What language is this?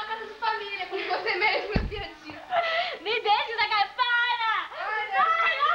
Portuguese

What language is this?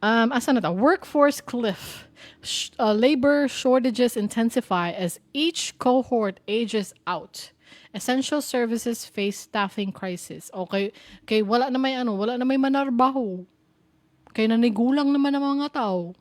Cebuano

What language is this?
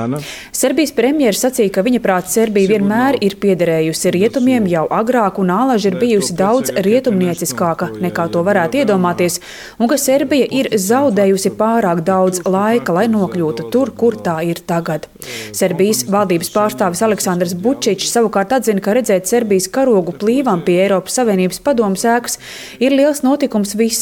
Latvian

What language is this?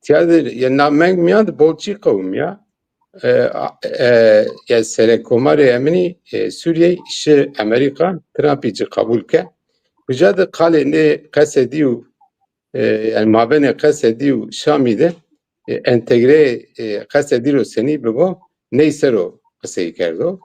Zaza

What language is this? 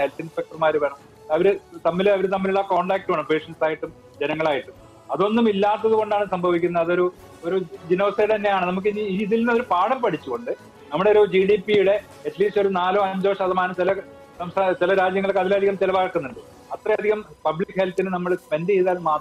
Malayalam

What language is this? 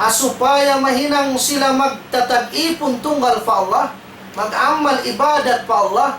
Tausug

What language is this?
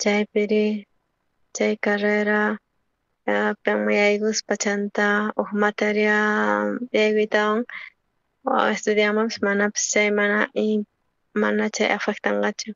South Bolivian Quechua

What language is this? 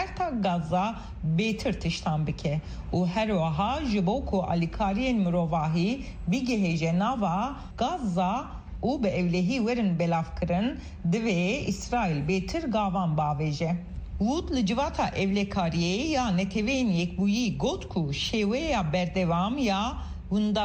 Kurdish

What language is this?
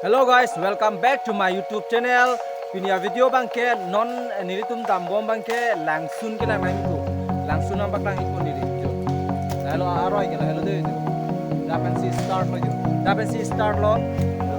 Karbi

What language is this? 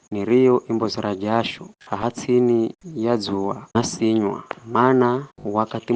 Giryama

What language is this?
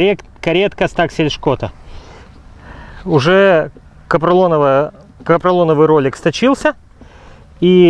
Russian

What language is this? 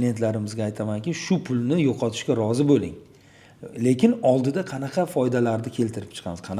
Uzbek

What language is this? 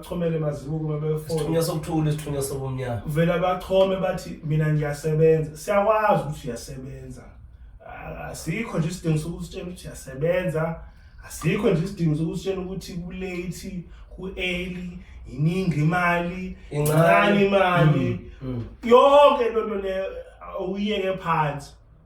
Zulu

